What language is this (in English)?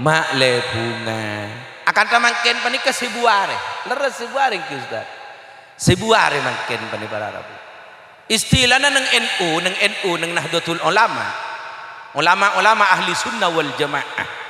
Madurese